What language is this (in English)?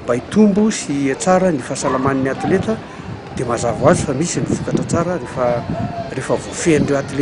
Malagasy